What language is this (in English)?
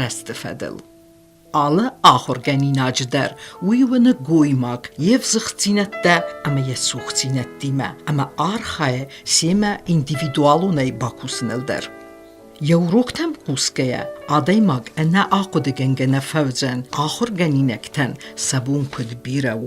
Ossetic